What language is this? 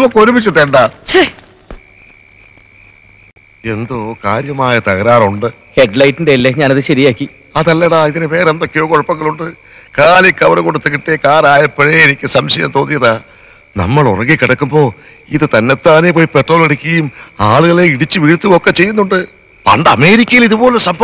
Malayalam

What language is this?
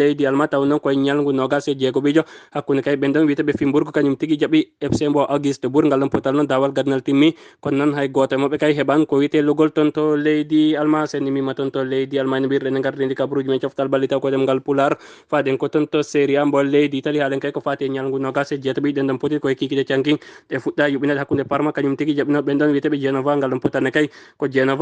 Fula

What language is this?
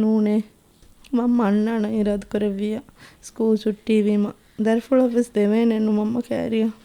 Divehi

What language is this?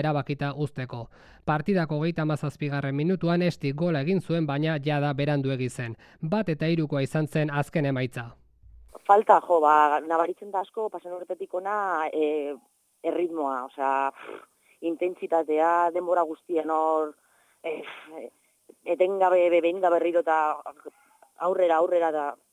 Basque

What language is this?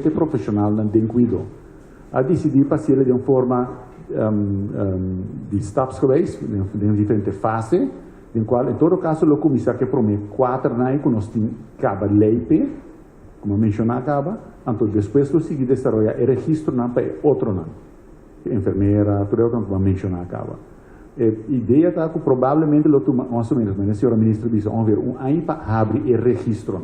Papiamento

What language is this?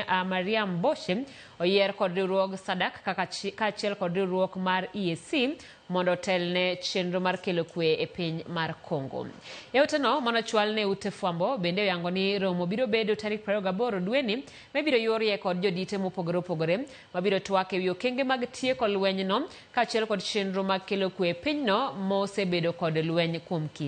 Luo (Kenya and Tanzania)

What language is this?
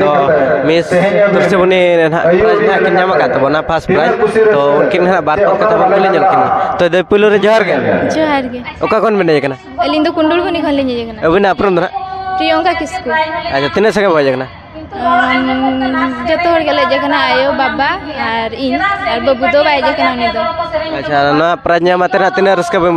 Santali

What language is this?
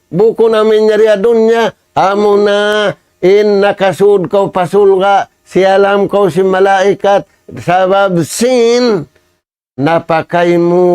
Tausug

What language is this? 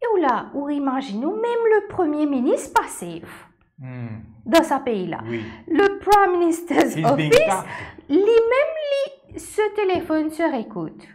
Morisyen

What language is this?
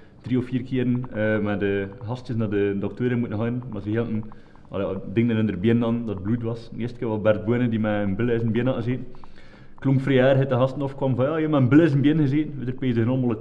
Dutch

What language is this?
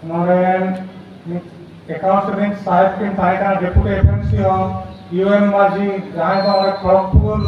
Santali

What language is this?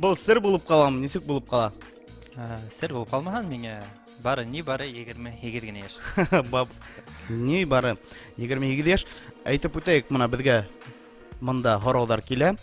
Bashkir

